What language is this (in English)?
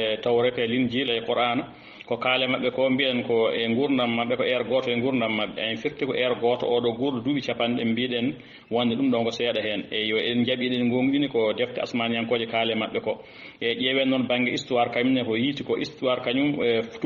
Fula